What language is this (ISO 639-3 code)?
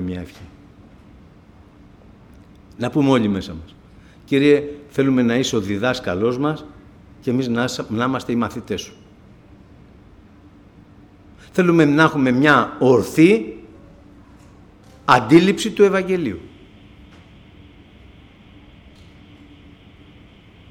ell